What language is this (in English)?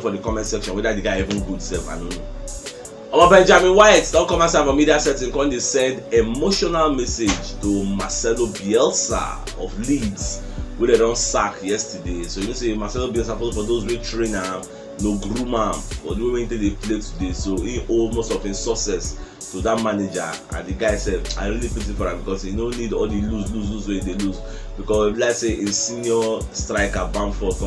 Nigerian Pidgin